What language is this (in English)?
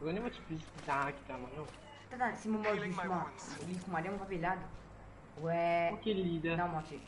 Morisyen